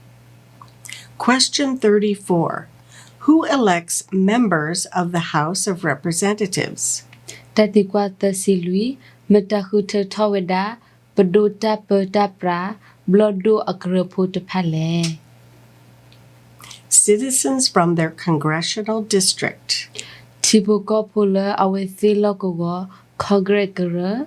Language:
S'gaw Karen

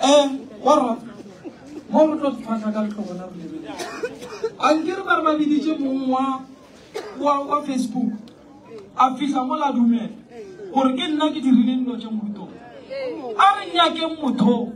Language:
Northern Sotho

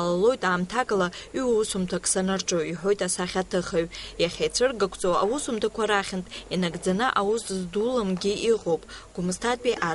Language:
Abkhazian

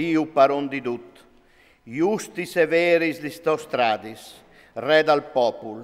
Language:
Friulian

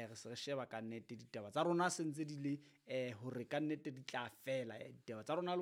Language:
Southern Sotho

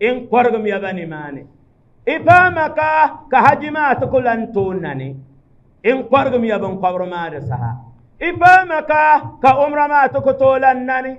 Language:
Dagbani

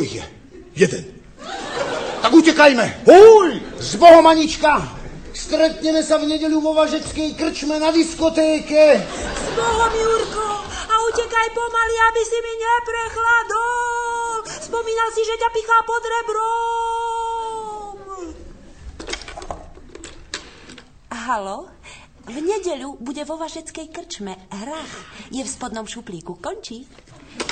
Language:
Slovak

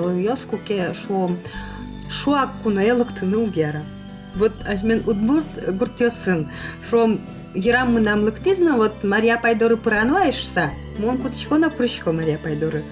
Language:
Udmurt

